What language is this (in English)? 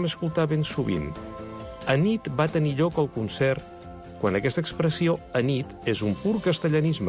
Catalan